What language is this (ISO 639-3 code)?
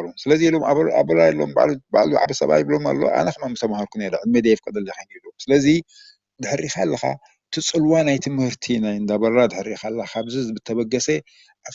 tir